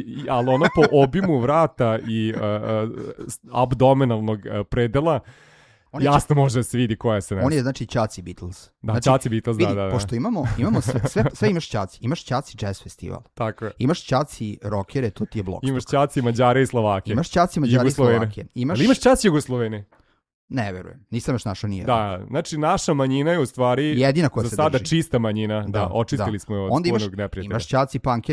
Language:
Serbian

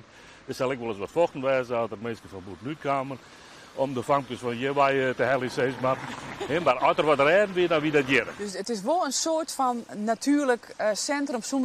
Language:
Western Frisian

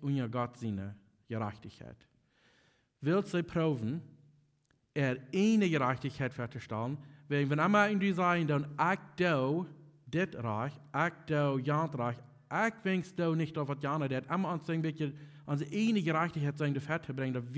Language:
Plautdietsch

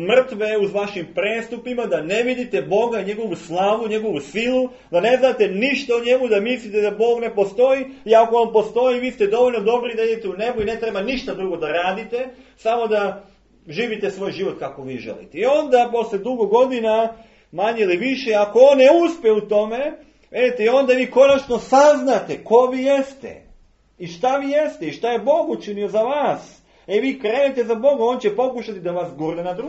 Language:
Serbian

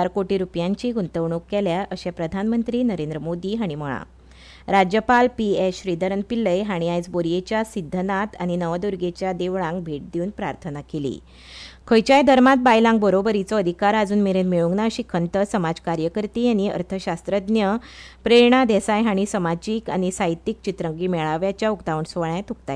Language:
Konkani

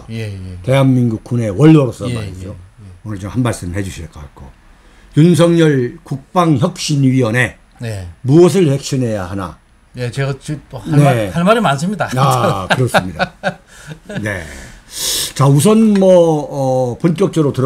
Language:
Korean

